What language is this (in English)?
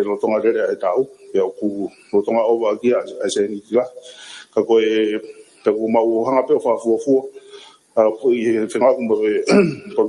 Tongan